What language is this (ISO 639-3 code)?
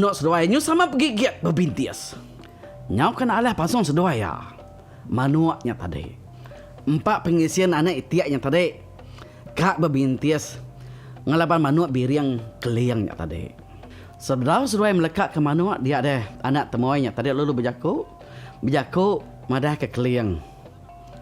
iba